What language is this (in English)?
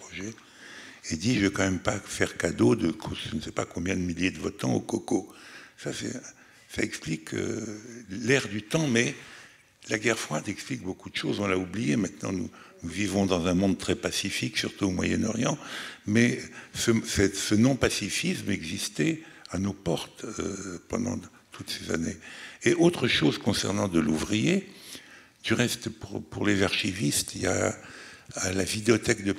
French